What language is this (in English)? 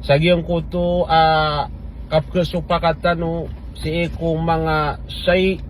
Maranao